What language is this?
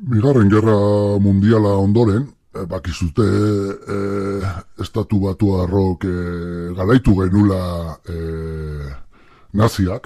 Basque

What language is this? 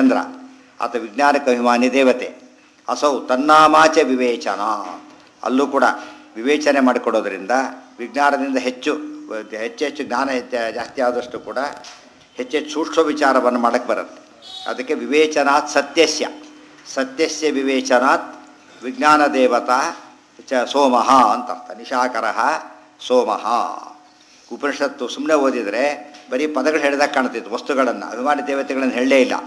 Kannada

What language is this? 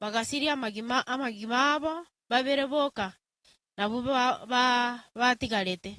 Gusii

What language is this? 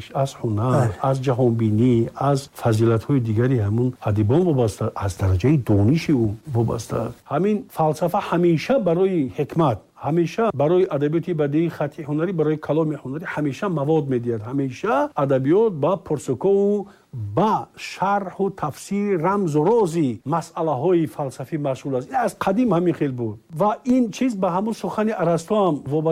Tajik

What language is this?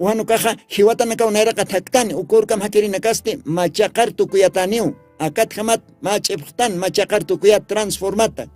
Aymara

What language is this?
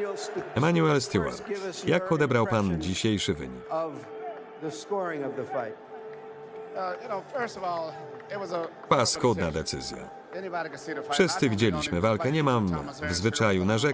Polish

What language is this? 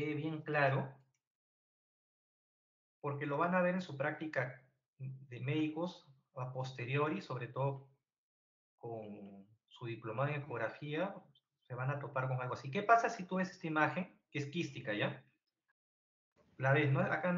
Spanish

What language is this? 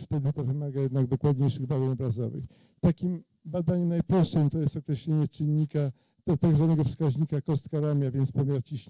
Polish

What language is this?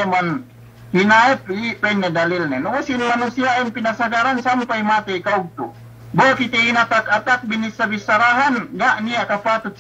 Yakan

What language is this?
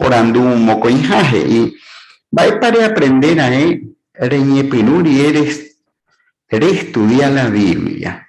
Guarani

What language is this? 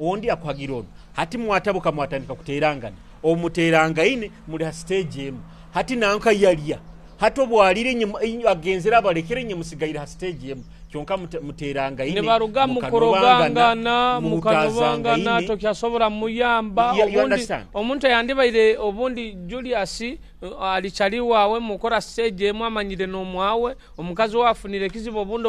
Nyoro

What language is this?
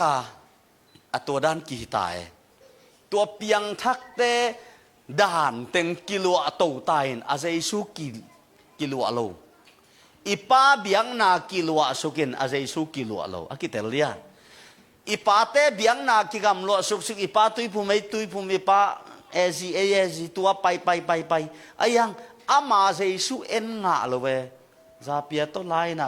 Tedim Chin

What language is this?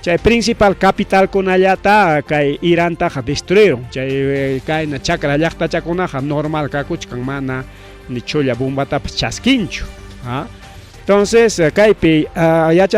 Ayacucho Quechua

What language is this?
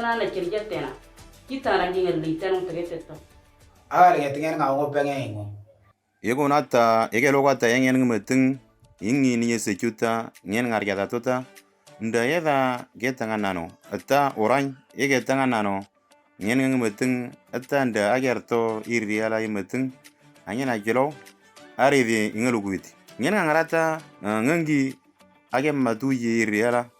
Moro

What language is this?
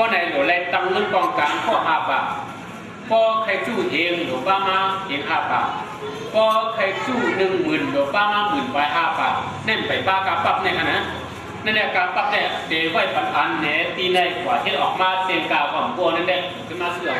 Shan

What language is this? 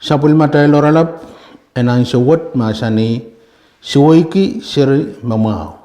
Pohnpeian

